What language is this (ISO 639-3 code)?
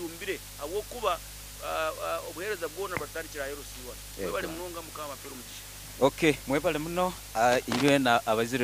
nyo